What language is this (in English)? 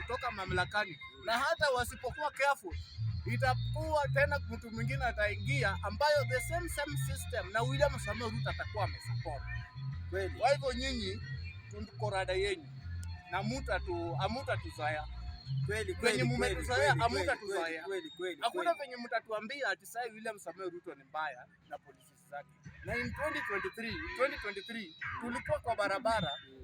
Swahili